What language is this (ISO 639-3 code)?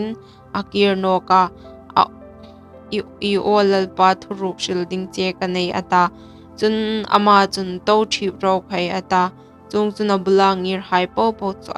hmr